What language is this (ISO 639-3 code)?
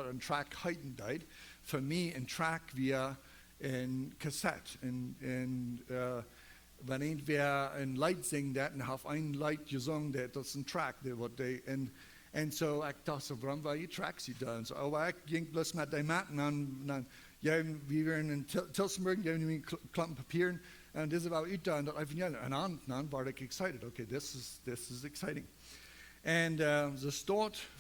pdt